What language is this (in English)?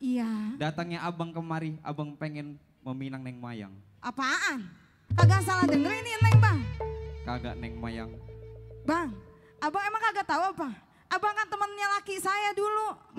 Betawi